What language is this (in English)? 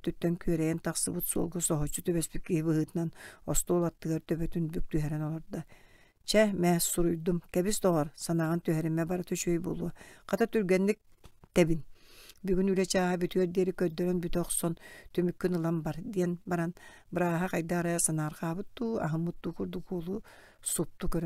Yakut